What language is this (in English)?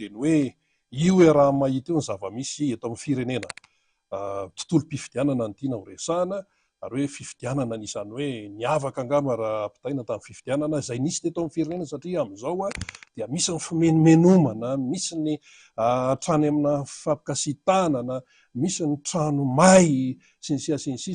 Malagasy